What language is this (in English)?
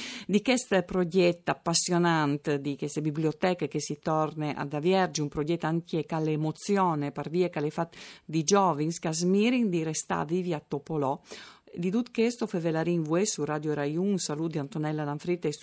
Friulian